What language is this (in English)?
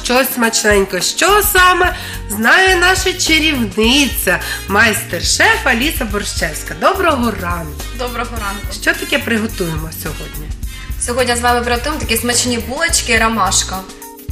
Ukrainian